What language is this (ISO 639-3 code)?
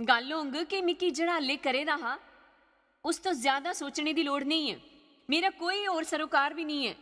doi